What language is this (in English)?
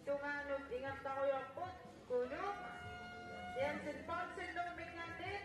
Kalaallisut